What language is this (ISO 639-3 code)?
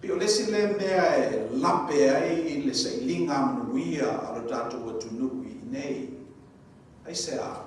smo